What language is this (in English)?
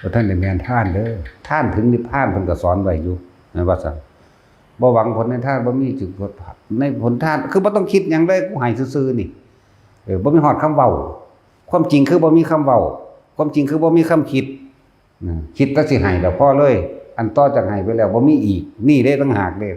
Lao